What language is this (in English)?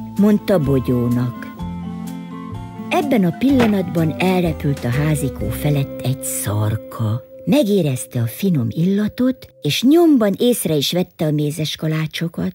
Hungarian